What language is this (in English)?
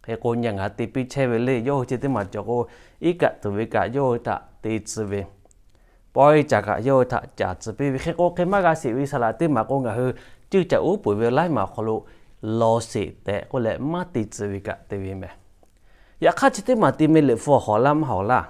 Lahu